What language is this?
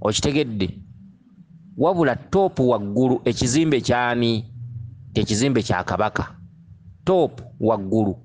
Ganda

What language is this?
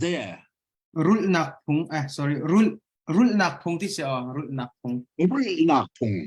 Hakha Chin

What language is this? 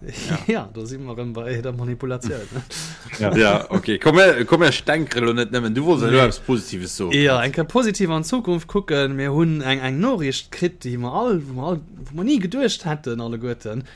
Luxembourgish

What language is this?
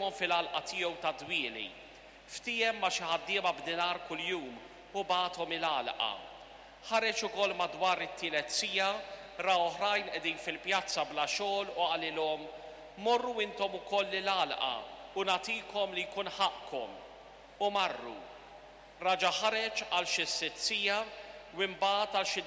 Maltese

